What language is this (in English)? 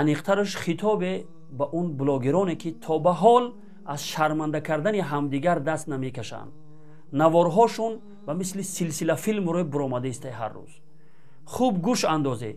Tajik